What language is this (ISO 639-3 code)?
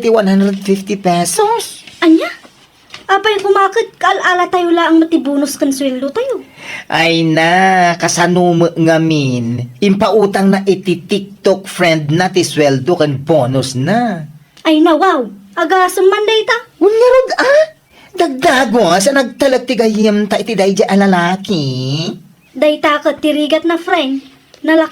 ilo